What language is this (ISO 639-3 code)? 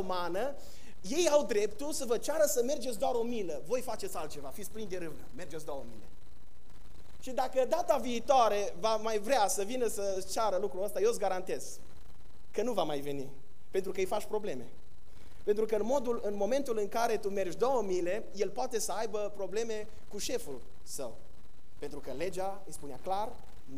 ron